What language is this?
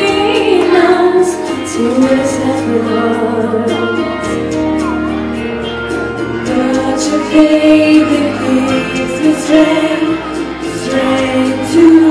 English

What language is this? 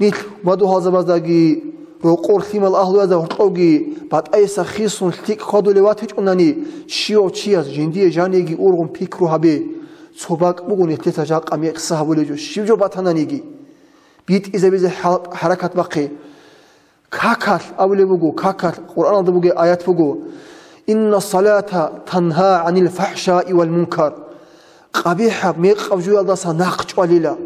Avaric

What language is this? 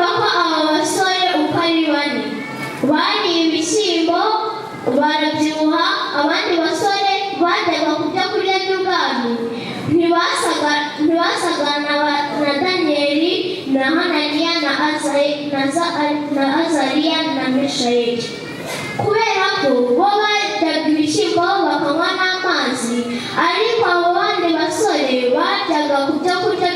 Kinyarwanda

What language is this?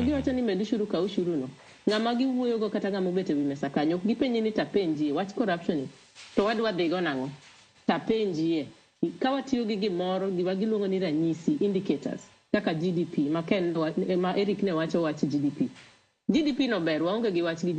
Luo (Kenya and Tanzania)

